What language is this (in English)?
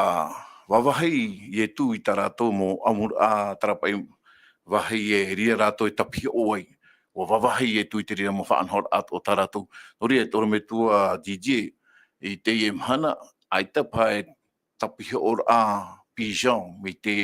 Tahitian